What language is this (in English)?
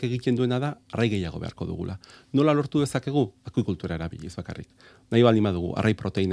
Basque